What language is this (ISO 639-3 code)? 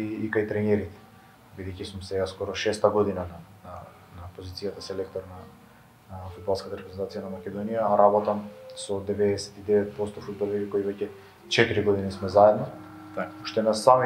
mkd